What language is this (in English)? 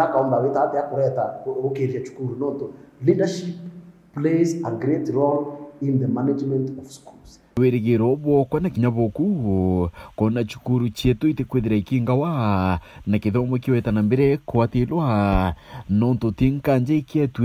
Meru